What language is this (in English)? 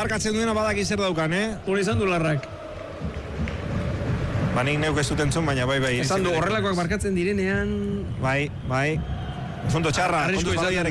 Basque